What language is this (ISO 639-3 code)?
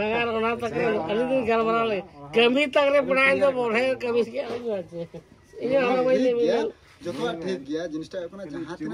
sat